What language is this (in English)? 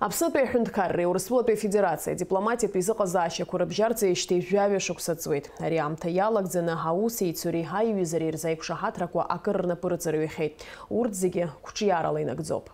Abkhazian